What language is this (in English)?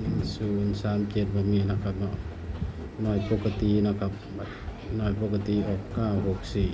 Lao